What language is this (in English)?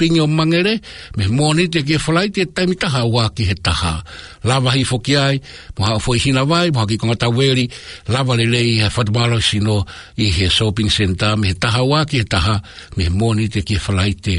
Tongan